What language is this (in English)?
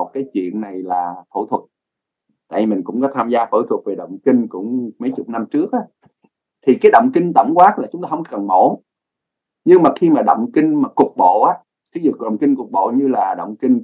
Vietnamese